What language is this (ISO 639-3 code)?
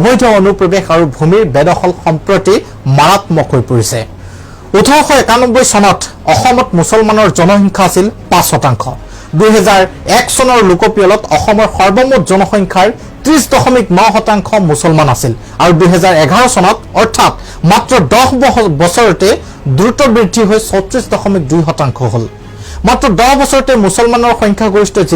asm